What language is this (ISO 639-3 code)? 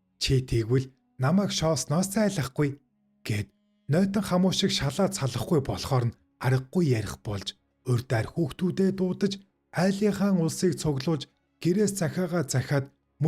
mon